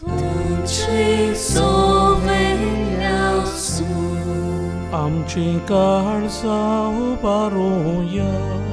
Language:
Konkani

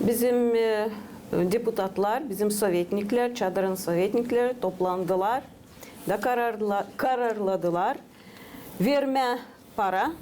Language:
Gagauz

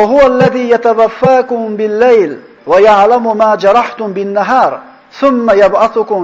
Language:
Uzbek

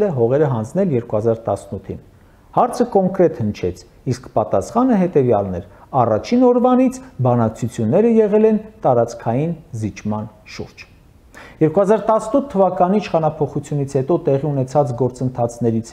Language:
Armenian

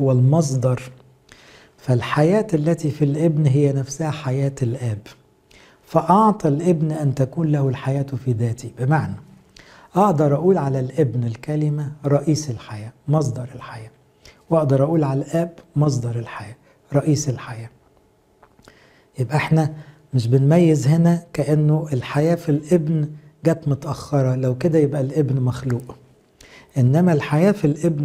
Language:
Egyptian Arabic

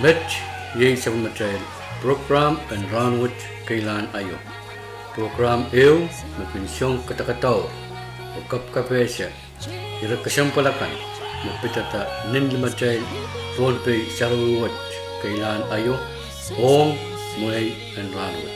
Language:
Pohnpeian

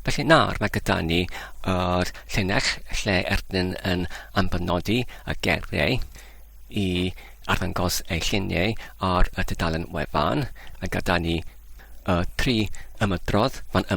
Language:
Welsh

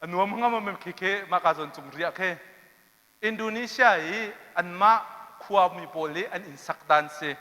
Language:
Hakha Chin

